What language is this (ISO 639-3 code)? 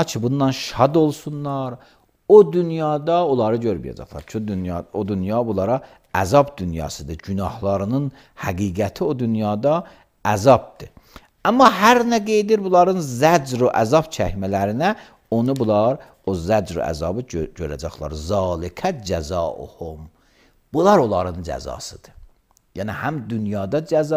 aze